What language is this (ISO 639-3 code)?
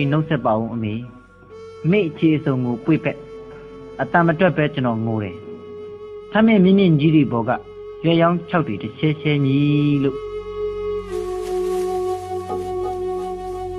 mya